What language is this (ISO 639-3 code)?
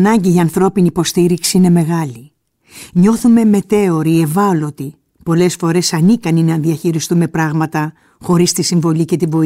ell